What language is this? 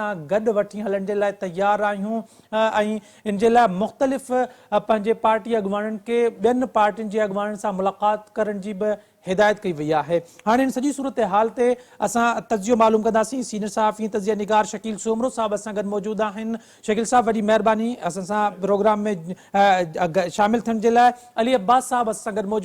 Sindhi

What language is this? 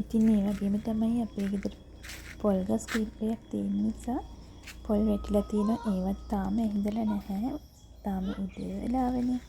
Sinhala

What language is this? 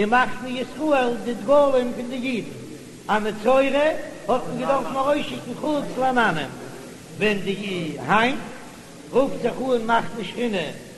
Yiddish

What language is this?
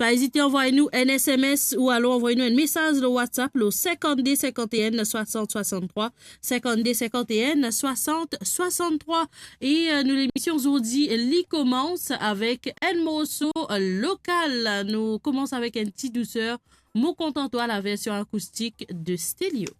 Morisyen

